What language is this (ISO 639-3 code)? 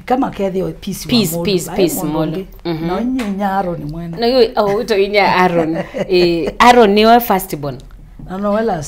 kam